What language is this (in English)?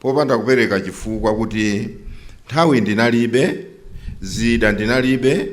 Nyanja